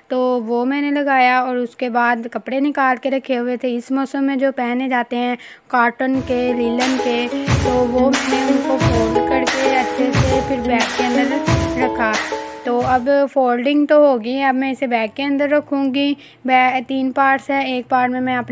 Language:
Hindi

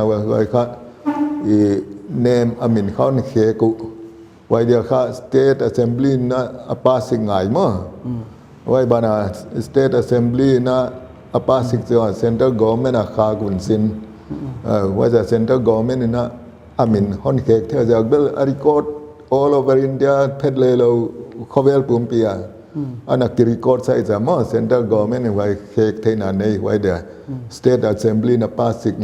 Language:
Paite Chin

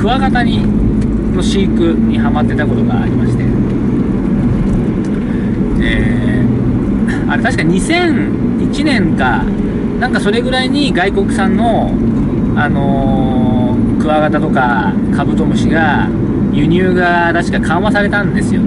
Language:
Japanese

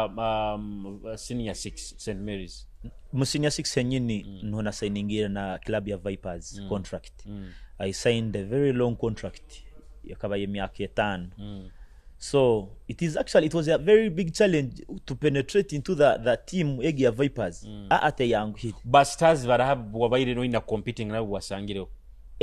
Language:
Nyoro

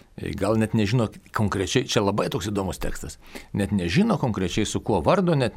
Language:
Lithuanian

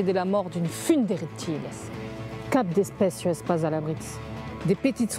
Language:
Occitan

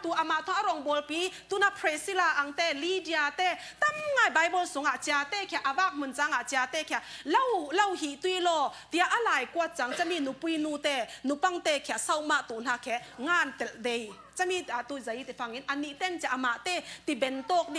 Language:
Falam Chin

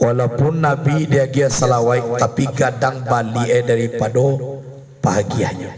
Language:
Minangkabau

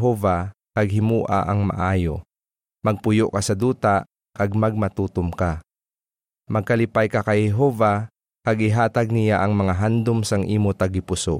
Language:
Hiligaynon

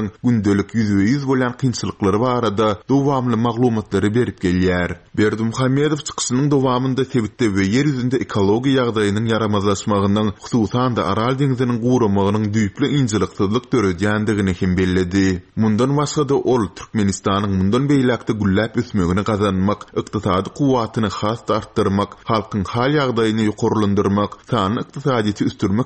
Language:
Turkmen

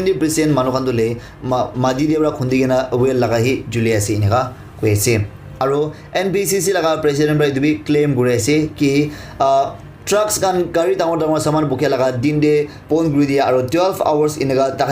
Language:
Naga Pidgin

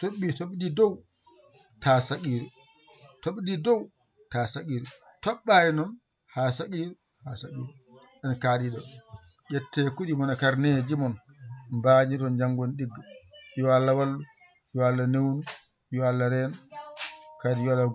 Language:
Fula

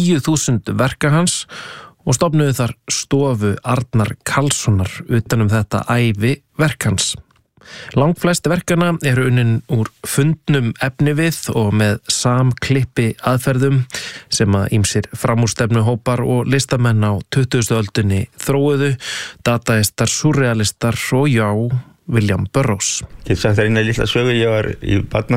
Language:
Icelandic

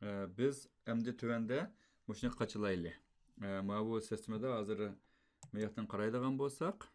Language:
Uyghur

